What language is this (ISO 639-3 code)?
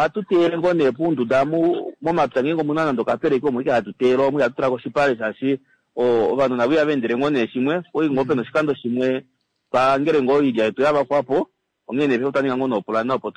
kua